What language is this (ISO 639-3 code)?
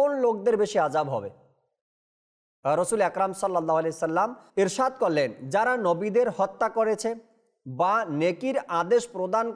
ben